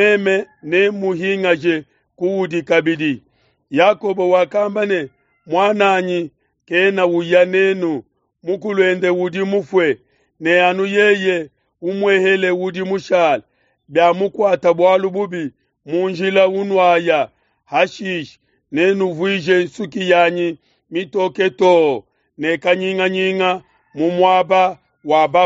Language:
Luba-Lulua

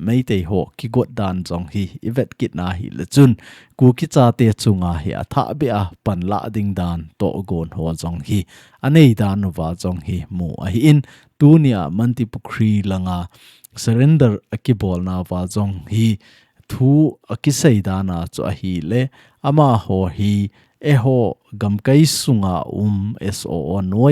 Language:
Thado Chin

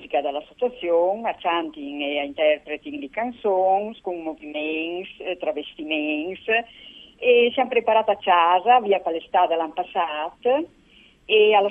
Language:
Friulian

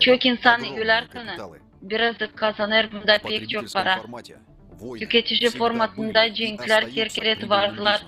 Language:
Gagauz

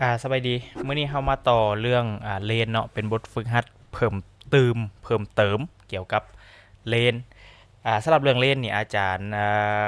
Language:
Lao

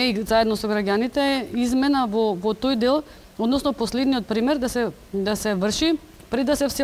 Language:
Macedonian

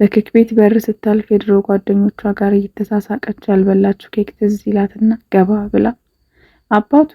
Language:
Amharic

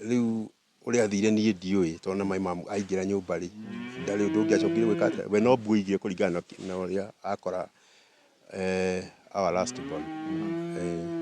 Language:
Kikuyu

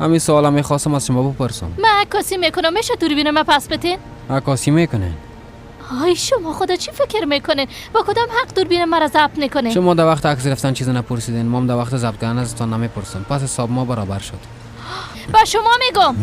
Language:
Persian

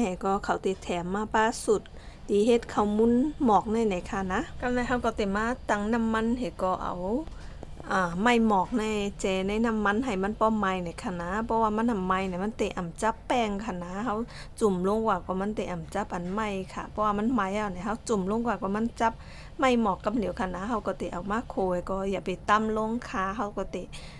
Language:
Shan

